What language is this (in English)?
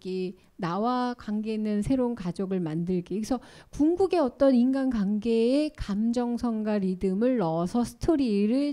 Korean